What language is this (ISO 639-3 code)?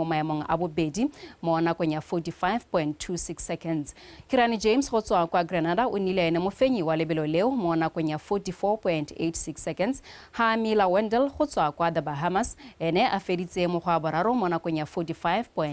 tsn